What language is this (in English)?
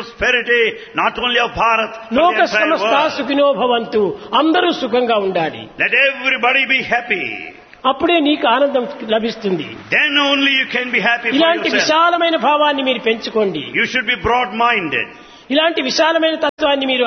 Telugu